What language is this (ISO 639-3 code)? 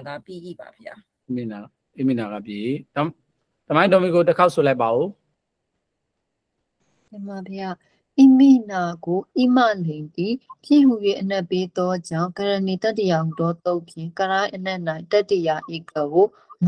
mya